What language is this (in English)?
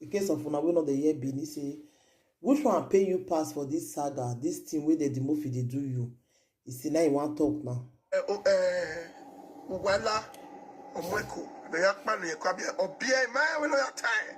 Nigerian Pidgin